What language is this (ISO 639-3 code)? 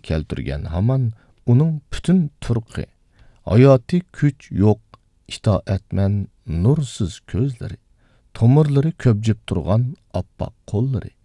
uig